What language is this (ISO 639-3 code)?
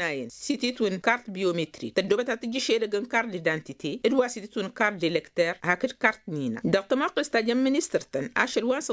taq